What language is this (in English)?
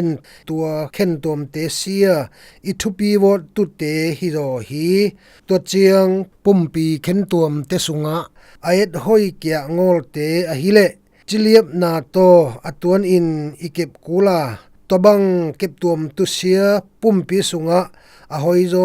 Zou